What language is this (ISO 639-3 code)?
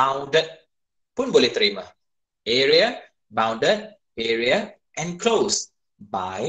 msa